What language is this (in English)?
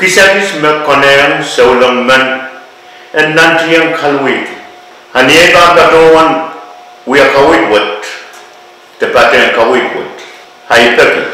Pohnpeian